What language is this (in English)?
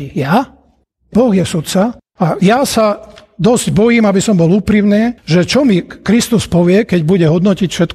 Slovak